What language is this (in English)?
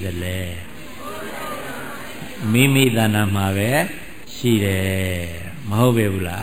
Burmese